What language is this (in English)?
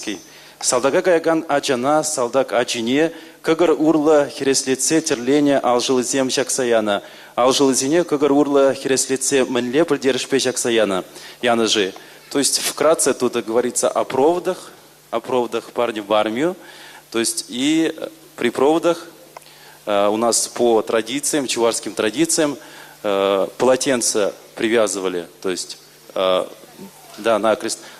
Chuvash